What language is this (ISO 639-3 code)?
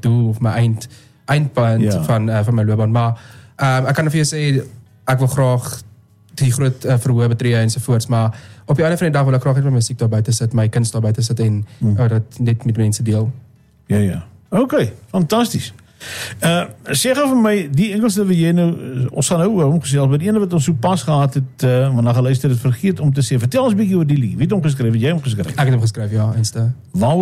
afr